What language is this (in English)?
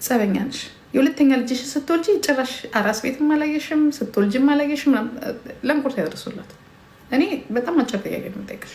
Amharic